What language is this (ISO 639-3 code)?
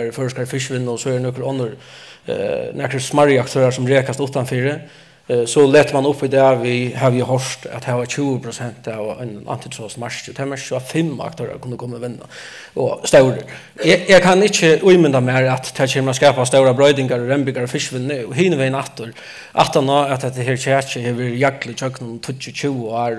fao